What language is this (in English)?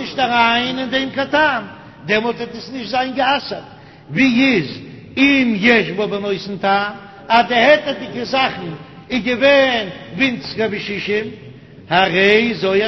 Yiddish